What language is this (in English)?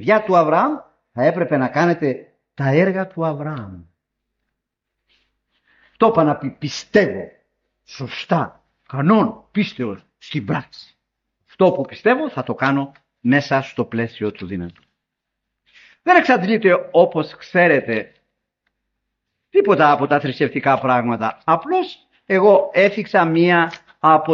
Greek